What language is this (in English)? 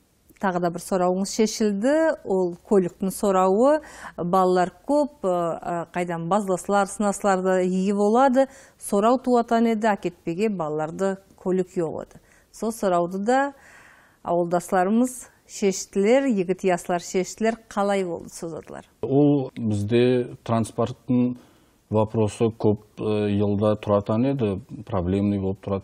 Nogai